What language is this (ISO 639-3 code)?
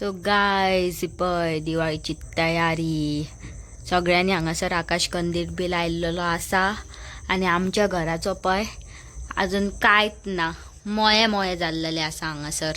kok